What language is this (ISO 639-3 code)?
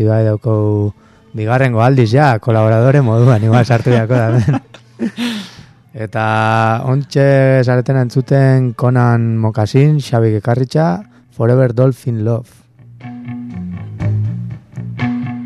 eus